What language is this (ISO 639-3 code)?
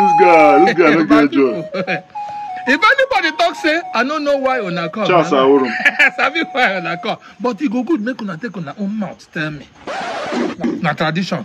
pcm